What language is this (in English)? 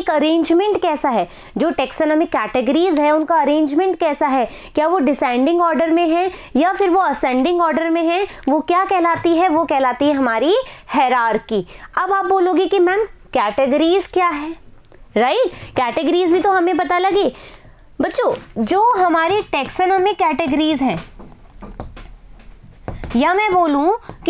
Hindi